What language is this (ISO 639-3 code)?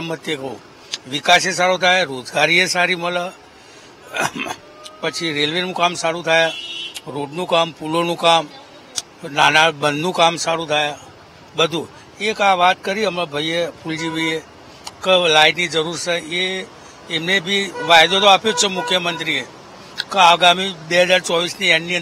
guj